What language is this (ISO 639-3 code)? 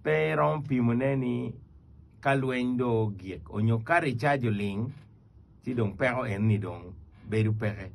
ach